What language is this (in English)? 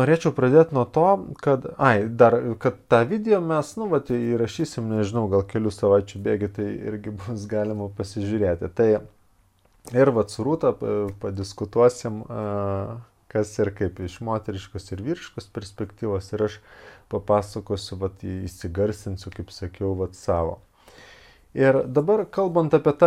Lithuanian